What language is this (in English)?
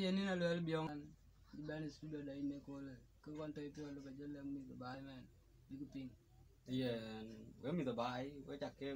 Dinka